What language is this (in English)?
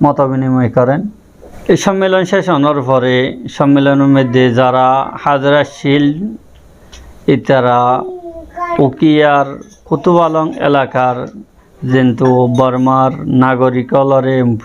Rohingya